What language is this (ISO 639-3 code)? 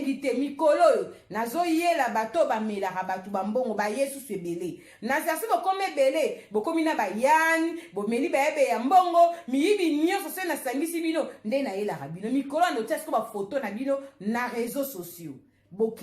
lin